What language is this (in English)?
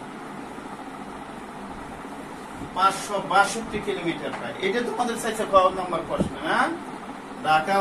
Bangla